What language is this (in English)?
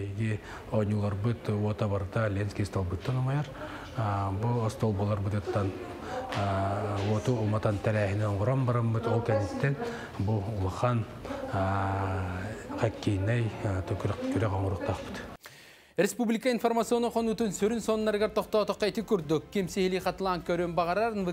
Yakut